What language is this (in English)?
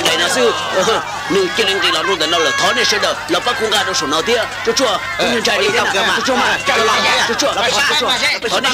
Hmong